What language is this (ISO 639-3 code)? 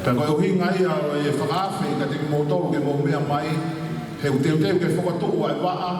ton